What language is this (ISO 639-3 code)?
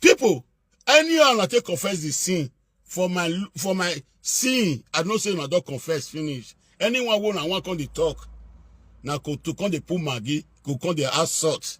pcm